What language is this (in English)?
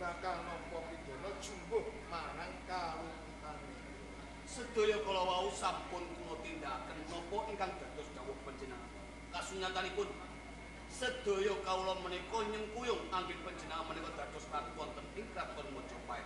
Javanese